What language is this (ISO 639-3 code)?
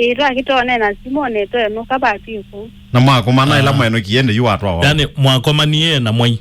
kam